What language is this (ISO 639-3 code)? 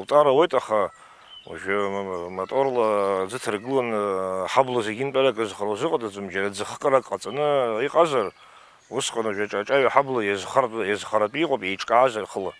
abk